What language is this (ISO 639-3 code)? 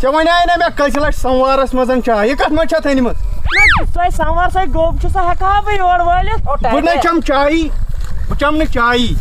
kas